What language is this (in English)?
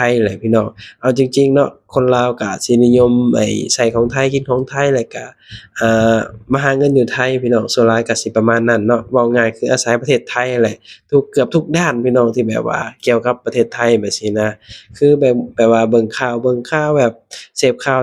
Lao